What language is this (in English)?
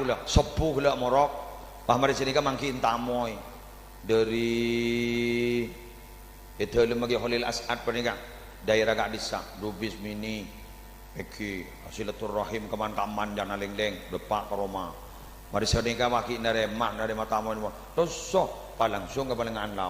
Madurese